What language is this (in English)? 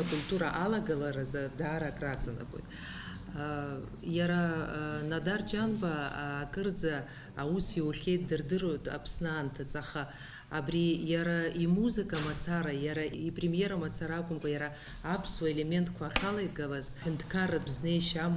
Abkhazian